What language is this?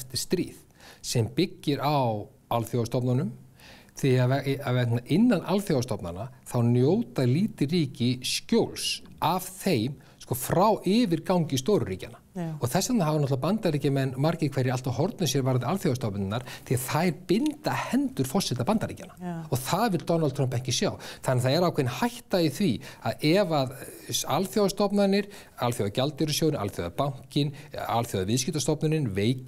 Icelandic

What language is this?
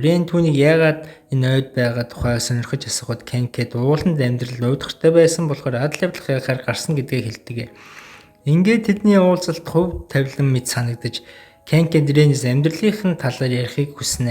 Mongolian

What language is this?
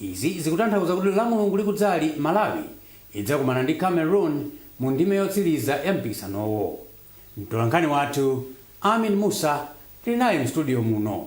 Nyanja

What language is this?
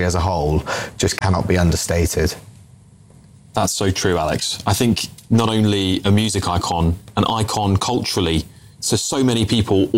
English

